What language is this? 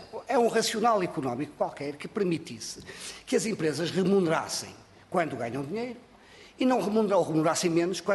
Portuguese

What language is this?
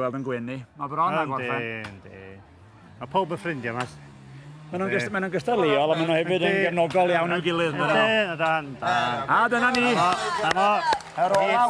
Welsh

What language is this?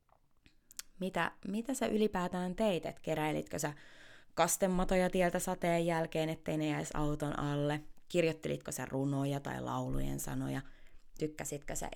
Finnish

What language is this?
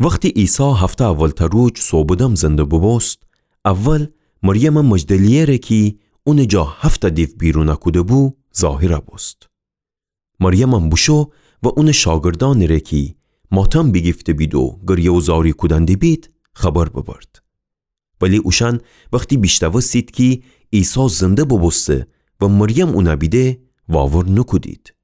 Gilaki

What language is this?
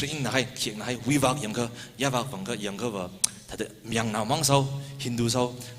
Tangkhul Naga (India)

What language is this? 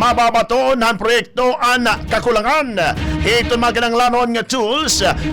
Waray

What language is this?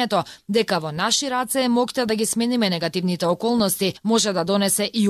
Macedonian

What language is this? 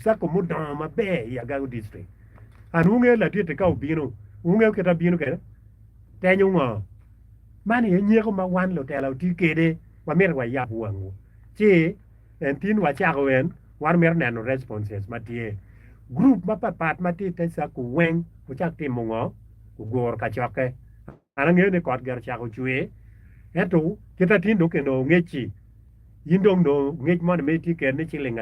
Acoli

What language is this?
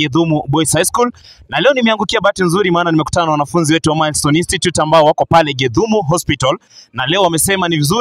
Swahili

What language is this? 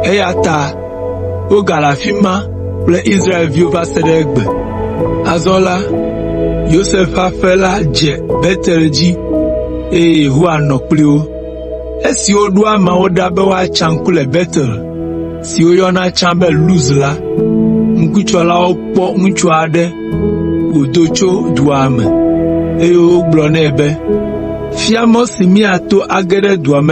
Ewe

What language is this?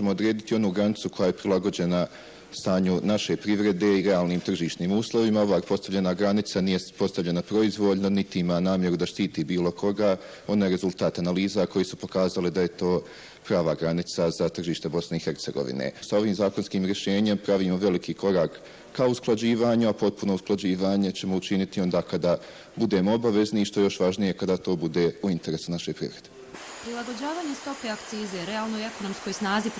Bosnian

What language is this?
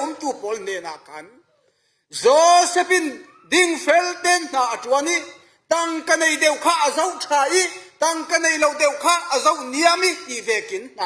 Falam Chin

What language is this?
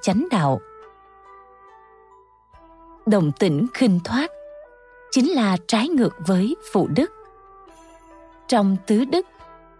Vietnamese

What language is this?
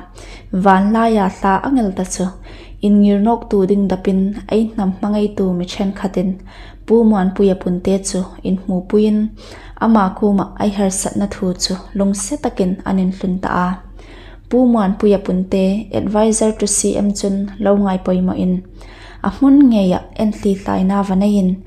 Hmar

